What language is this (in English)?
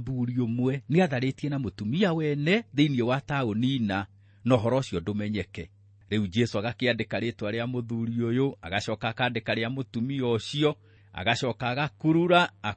Kikuyu